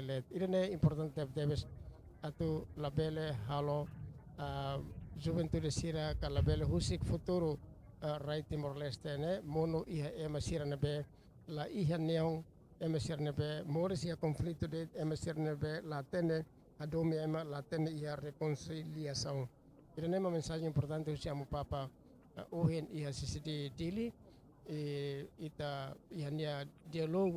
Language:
Tetum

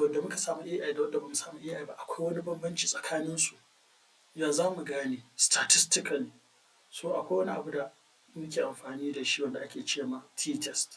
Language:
Hausa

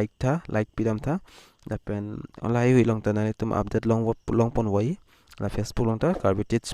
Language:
Karbi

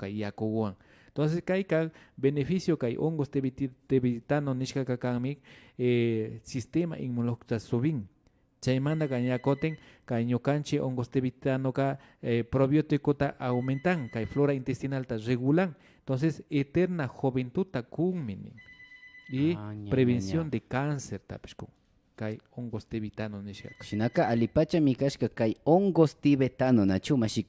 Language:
Imbabura Highland Quichua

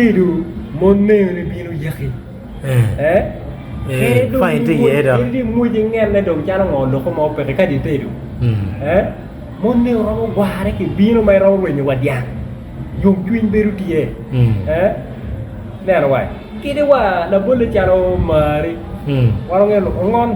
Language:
Acoli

